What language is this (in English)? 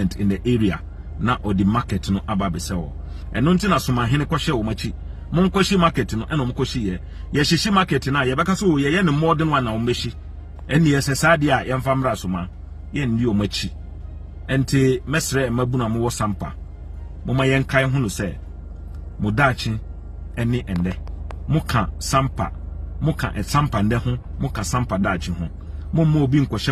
Akan